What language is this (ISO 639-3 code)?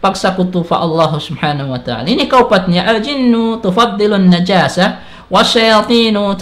tsg